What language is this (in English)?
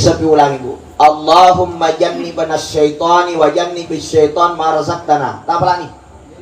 Buginese